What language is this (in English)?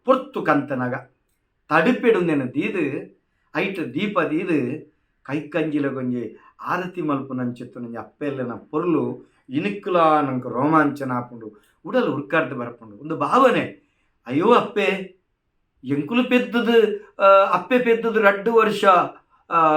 Tulu